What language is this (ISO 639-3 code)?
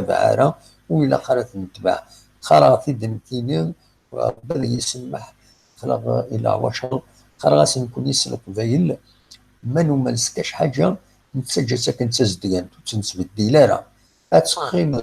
kab